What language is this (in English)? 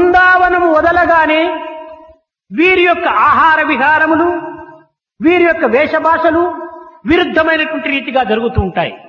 Telugu